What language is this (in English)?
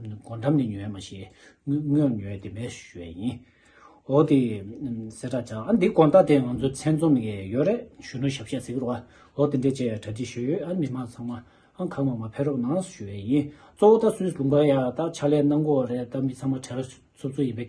Tibetan